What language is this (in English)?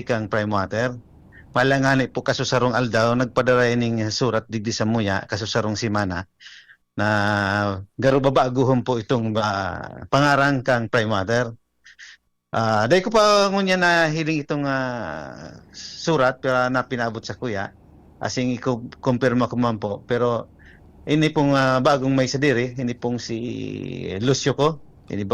Bikol